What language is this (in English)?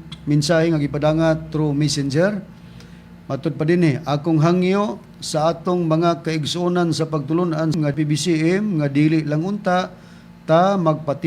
Cebuano